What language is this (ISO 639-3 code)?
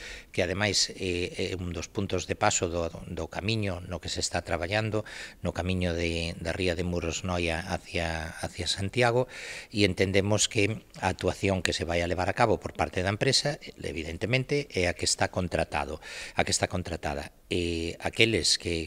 glg